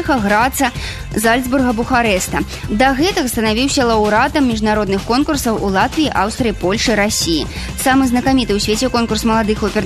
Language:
Belarusian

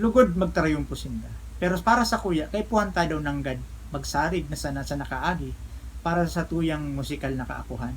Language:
Bikol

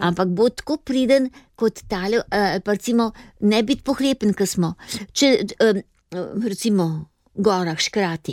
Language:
Slovenian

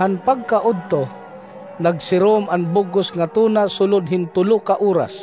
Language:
Waray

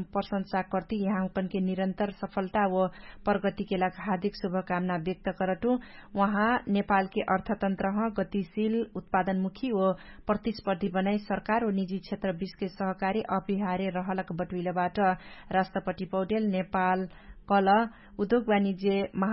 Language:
Dangaura Tharu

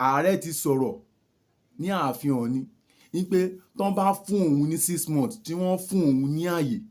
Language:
Yoruba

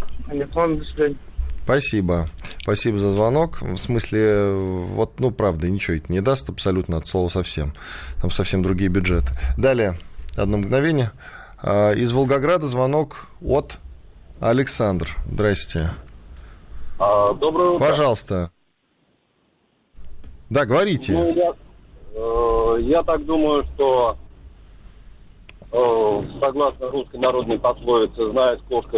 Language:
Russian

